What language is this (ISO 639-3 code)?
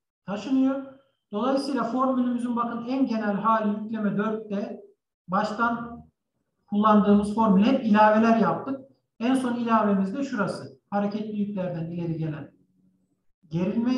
tur